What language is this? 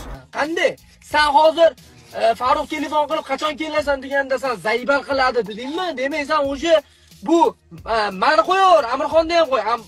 Uzbek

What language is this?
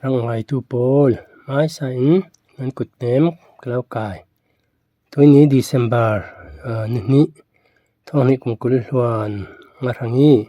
Falam Chin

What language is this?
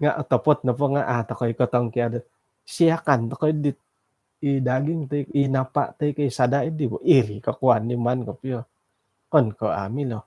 Central Dusun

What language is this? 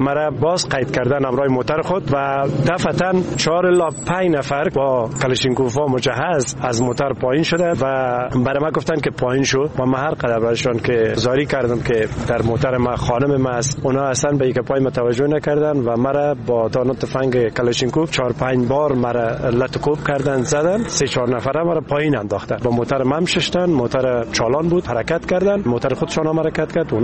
Persian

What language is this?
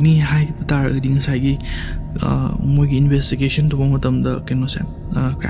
Manipuri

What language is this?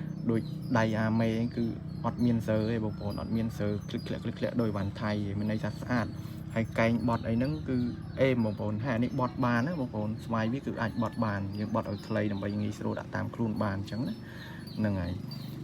Khmer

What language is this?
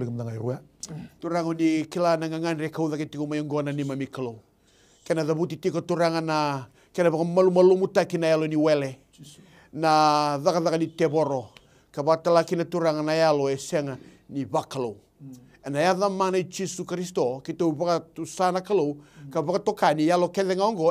Fijian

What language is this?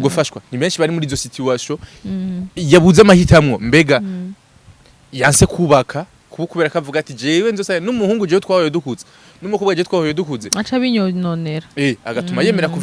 Rundi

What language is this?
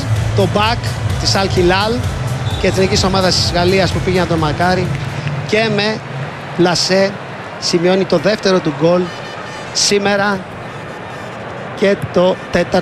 Greek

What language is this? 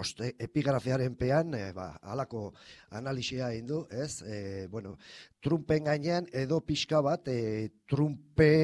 Basque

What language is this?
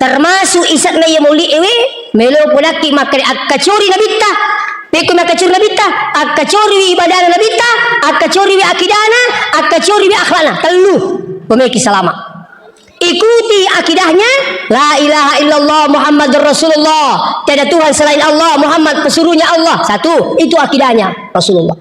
Buginese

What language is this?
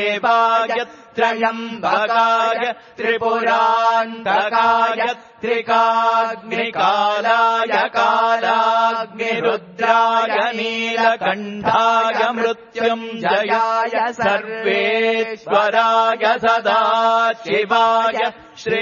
Sanskrit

